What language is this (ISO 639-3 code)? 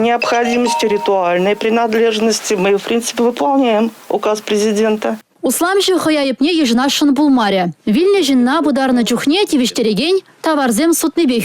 chv